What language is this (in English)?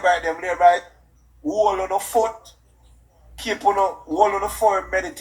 Jamaican Creole English